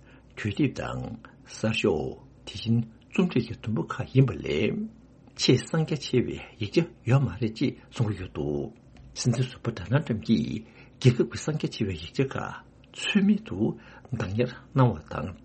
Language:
Tibetan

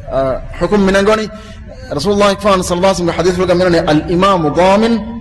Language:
Divehi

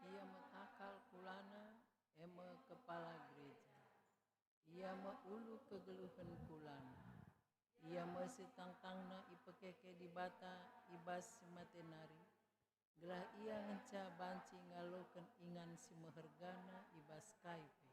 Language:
Batak Karo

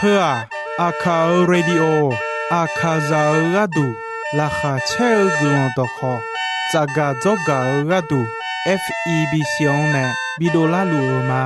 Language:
Akha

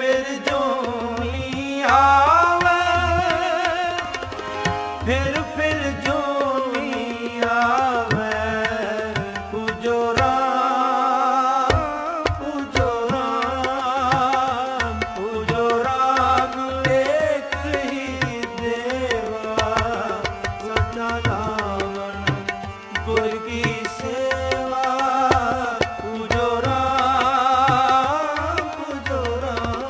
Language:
Hindi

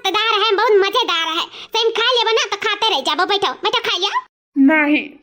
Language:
Awadhi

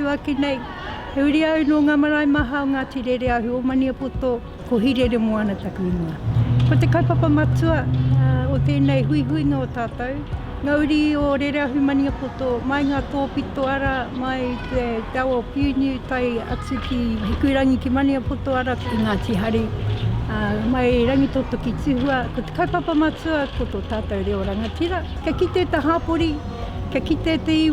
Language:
Māori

